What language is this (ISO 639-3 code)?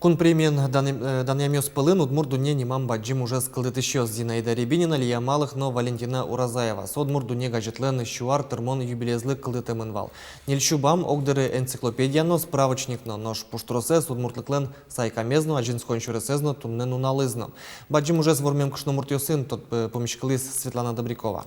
udm